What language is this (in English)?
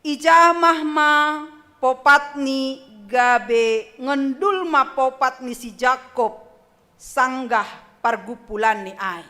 Batak Simalungun